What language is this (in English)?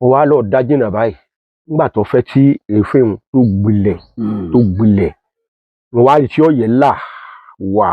Yoruba